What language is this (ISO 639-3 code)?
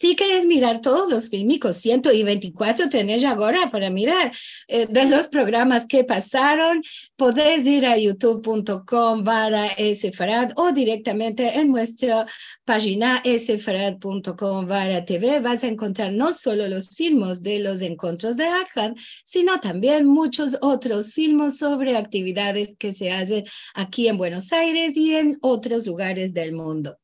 lad